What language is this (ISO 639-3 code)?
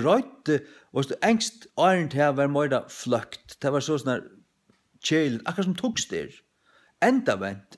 fao